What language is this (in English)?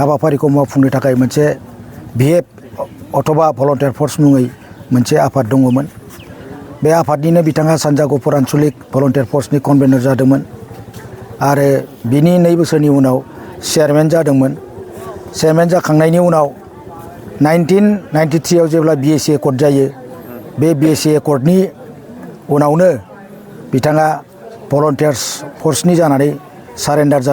Bodo